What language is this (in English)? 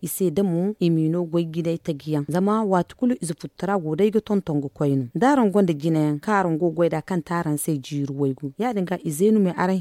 Zarma